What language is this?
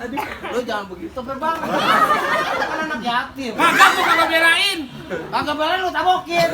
Betawi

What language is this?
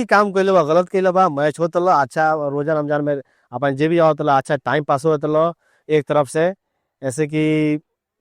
Bhojpuri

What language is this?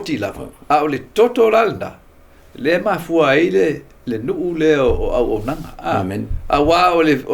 Samoan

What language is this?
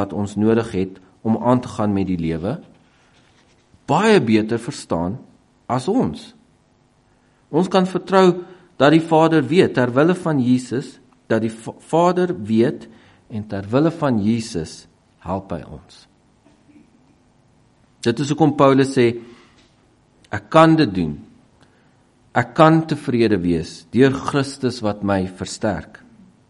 Afrikaans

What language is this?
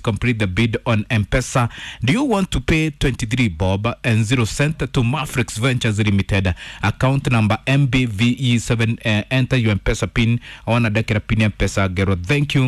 Kikuyu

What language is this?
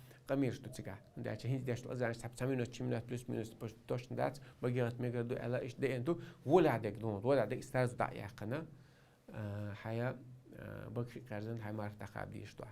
Chechen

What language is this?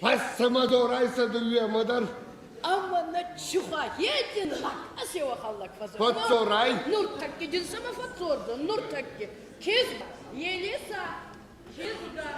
Ossetic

